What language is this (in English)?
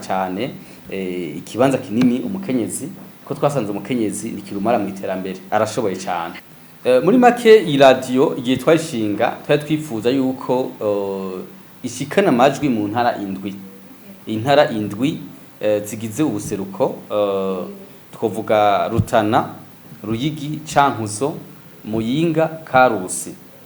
Rundi